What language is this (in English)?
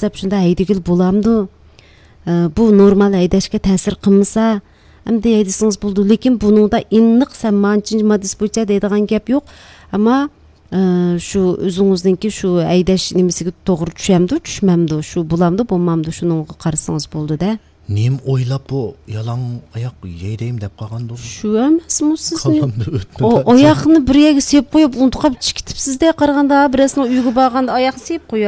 Uyghur